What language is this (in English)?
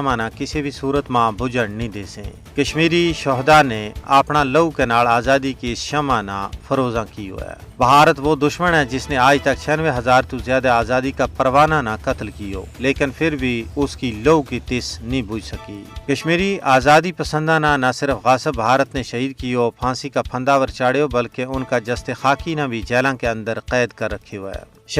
Gujari